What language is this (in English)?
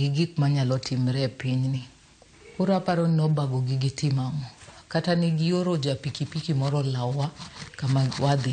Luo (Kenya and Tanzania)